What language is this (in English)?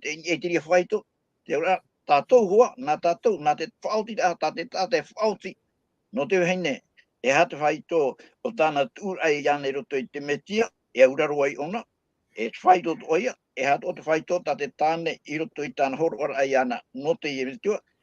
Tahitian